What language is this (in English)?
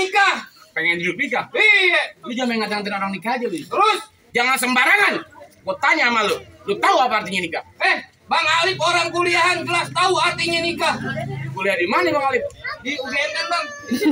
Betawi